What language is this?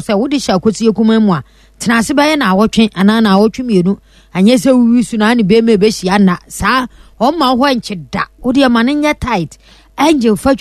Akan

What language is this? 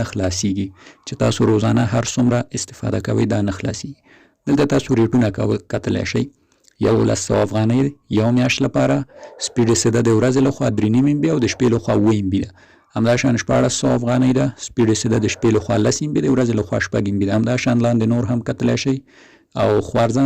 Pashto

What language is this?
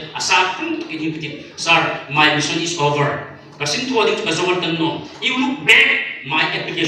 Hmar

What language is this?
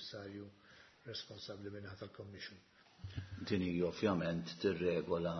Maltese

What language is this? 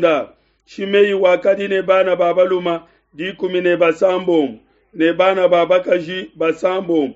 Luba-Lulua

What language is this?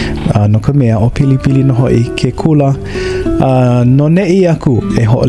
Hawaiian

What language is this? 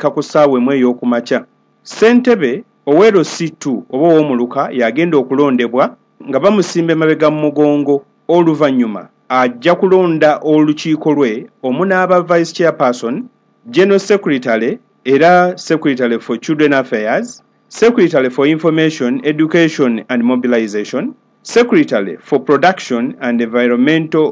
Ganda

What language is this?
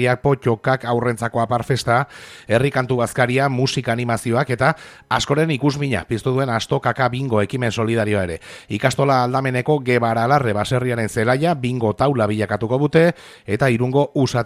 Basque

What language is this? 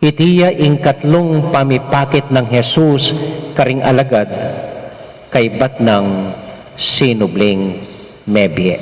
Pampanga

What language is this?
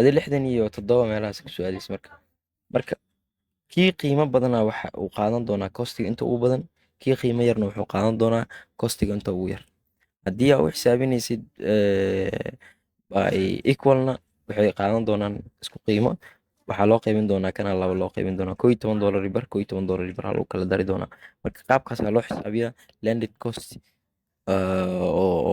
Somali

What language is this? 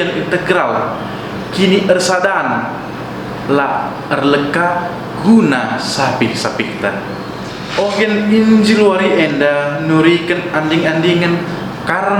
Batak Karo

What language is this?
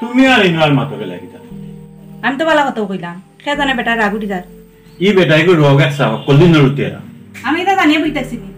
Sylheti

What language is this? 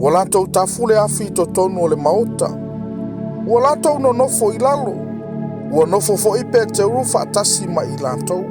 Samoan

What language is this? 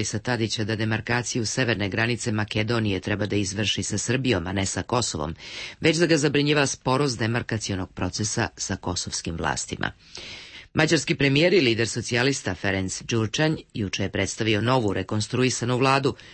Serbian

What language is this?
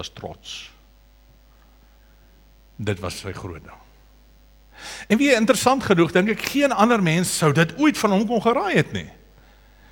Afrikaans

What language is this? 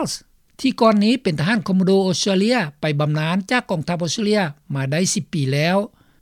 Lao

